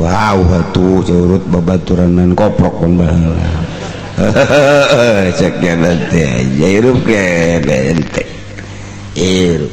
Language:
Sundanese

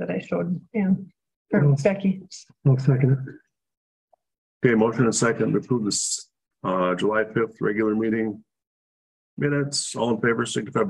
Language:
English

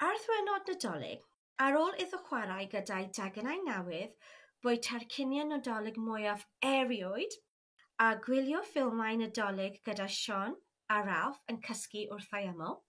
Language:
Welsh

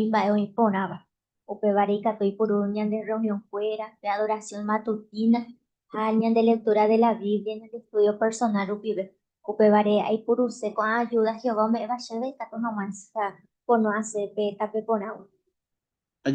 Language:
Guarani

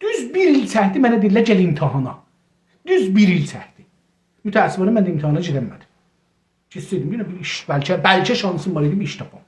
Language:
South Azerbaijani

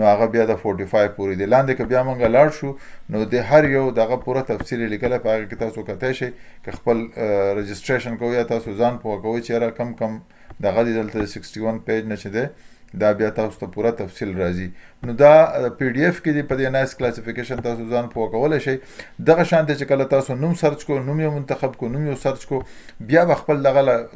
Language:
Pashto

